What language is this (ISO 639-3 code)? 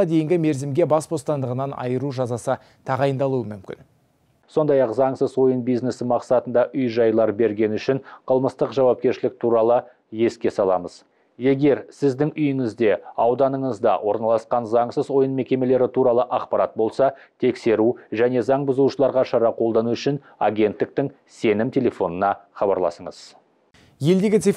kaz